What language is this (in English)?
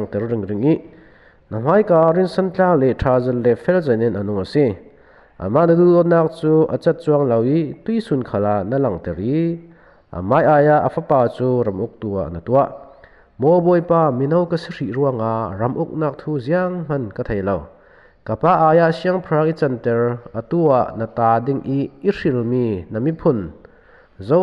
Falam Chin